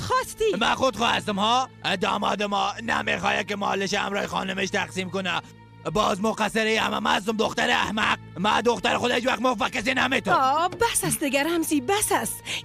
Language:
Persian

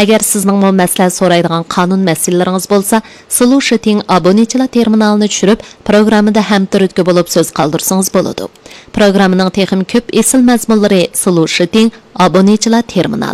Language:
Uyghur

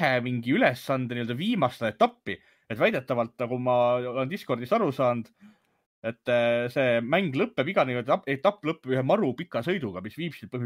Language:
Estonian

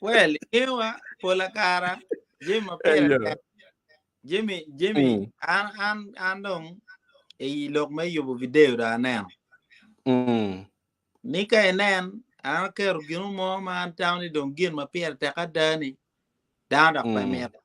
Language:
Acoli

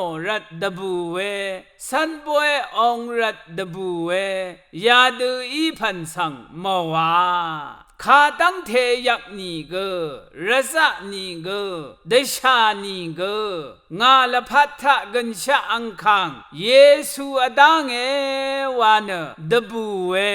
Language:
Rawang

